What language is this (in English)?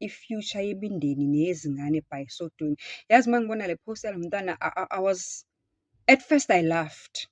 Zulu